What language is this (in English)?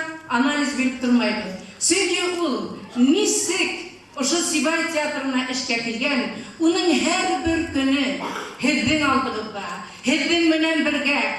Bashkir